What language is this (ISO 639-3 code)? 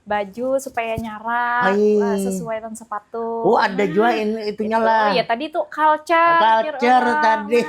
bjn